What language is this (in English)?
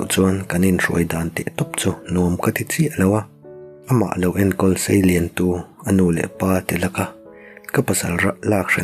Mizo